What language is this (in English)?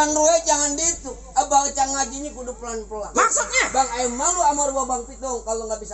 Betawi